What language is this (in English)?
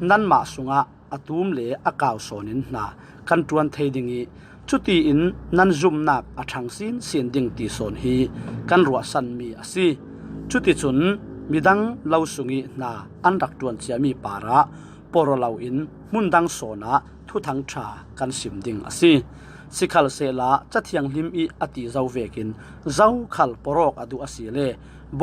Falam Chin